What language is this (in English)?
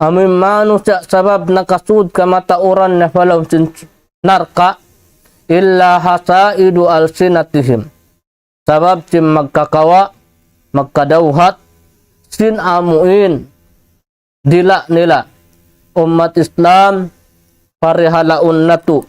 Tausug